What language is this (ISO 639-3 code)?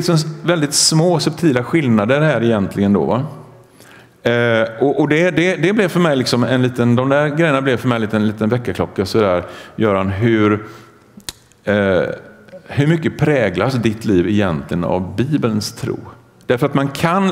swe